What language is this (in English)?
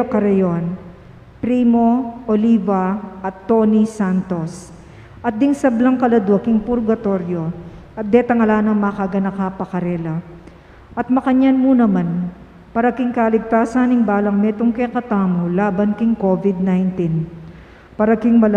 Pampanga